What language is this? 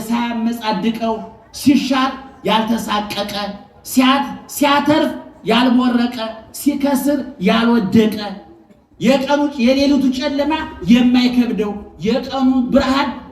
Amharic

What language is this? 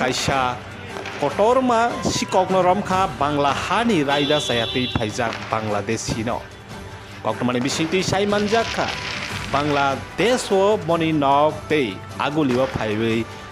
Kok Borok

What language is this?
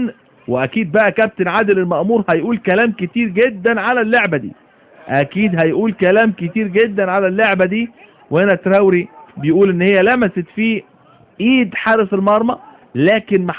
Egyptian Arabic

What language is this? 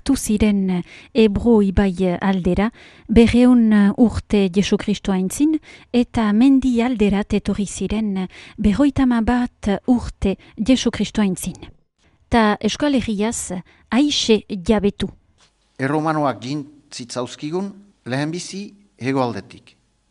Basque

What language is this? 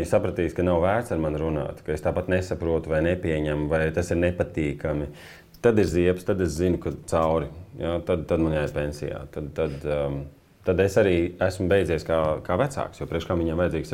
Latvian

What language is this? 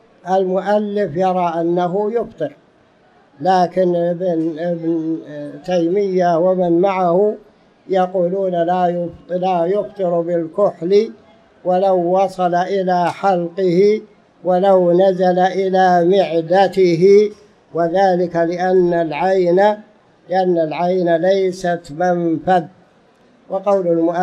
Arabic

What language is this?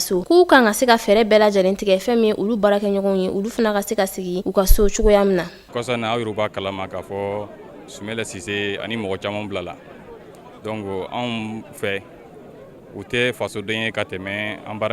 Bambara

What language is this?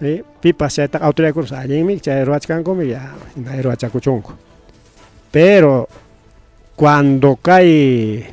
Ayacucho Quechua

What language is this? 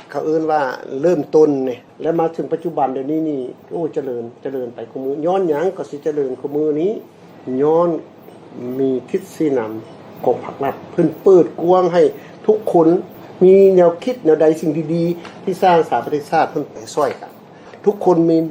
Lao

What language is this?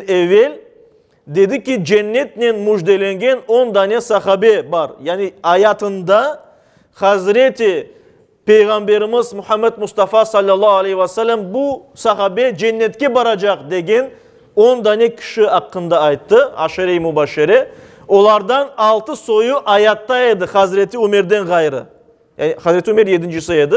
Crimean Tatar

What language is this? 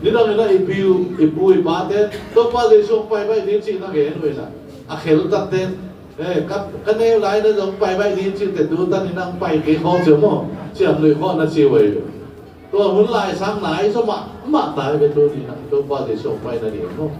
Tedim Chin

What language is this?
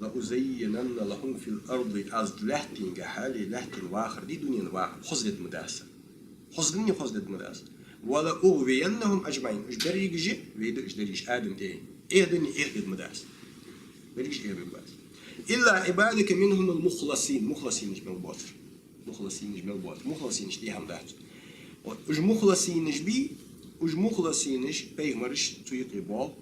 Ingush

